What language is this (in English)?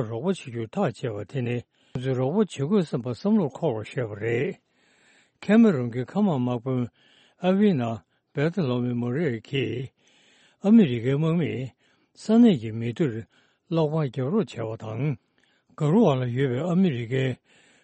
Tibetan